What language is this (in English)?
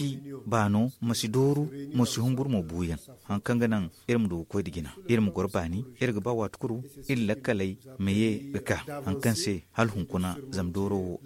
Zarma